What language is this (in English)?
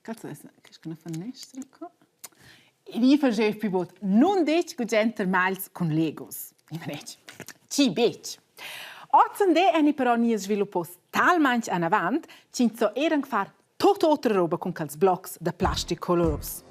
Romansh